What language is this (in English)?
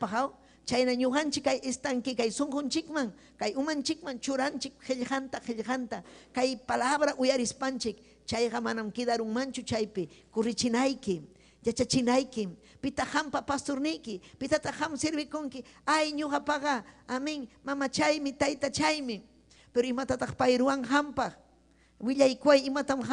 Ayacucho Quechua